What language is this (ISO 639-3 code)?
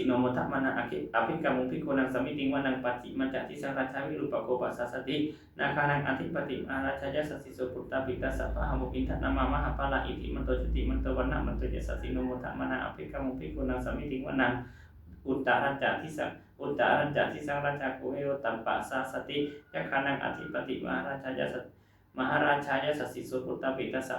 pli